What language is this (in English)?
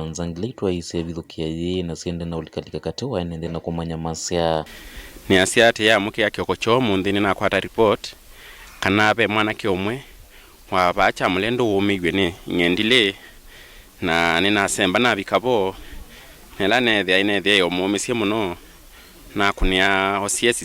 Kamba